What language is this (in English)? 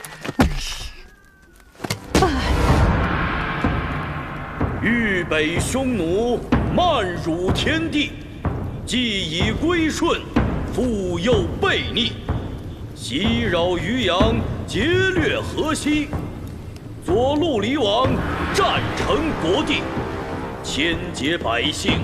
Chinese